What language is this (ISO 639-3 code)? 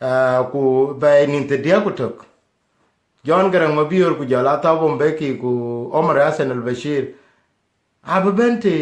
din